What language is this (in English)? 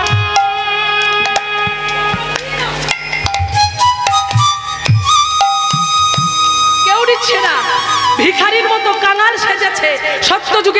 Bangla